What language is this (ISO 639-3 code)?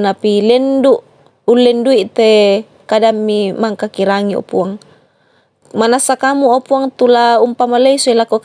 sda